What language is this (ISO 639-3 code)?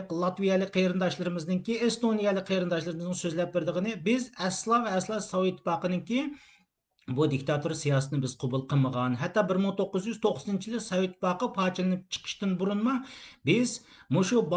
uig